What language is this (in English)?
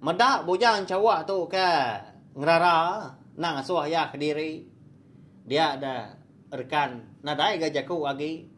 Iban